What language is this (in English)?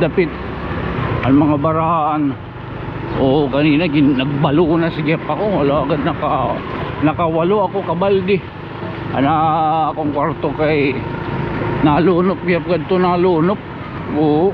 Waray